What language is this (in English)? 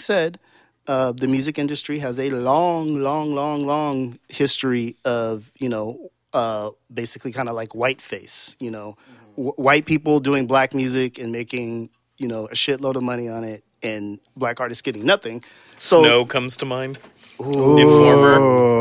English